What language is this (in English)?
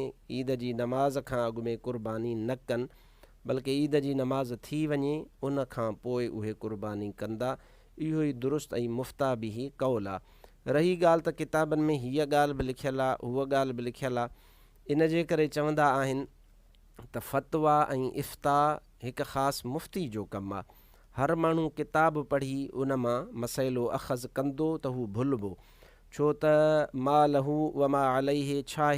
Sindhi